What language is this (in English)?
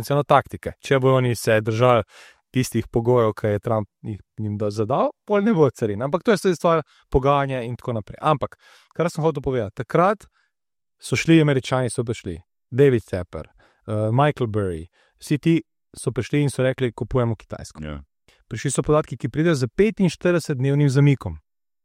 Slovenian